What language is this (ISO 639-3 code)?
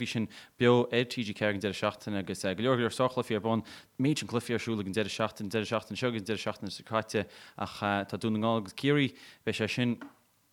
gle